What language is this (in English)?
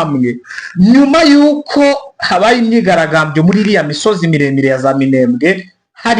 Kinyarwanda